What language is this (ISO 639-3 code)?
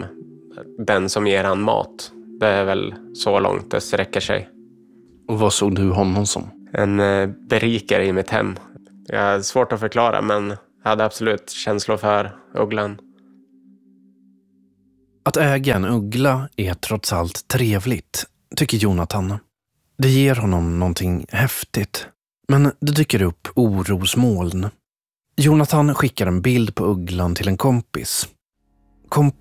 swe